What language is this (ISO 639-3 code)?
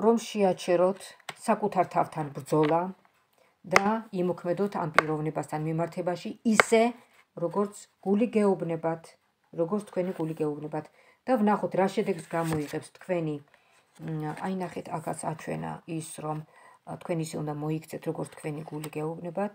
kat